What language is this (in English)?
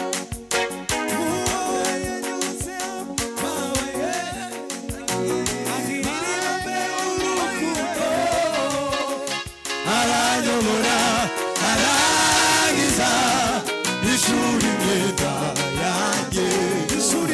Swahili